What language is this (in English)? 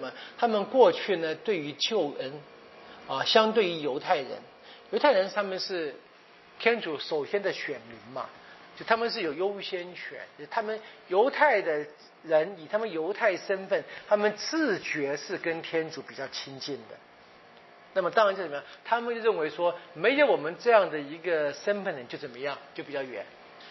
Chinese